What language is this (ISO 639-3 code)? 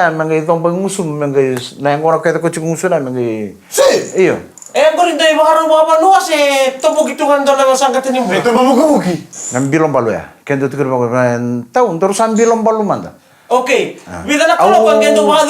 fij